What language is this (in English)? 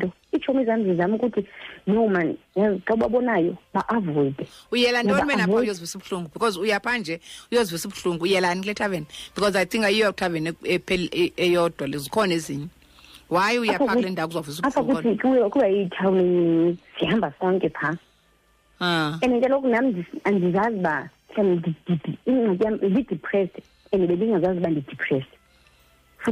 Xhosa